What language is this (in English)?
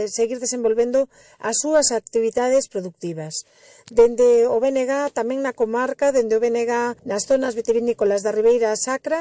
Galician